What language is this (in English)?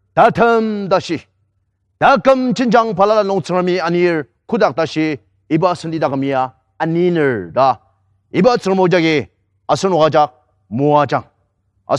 Ao Naga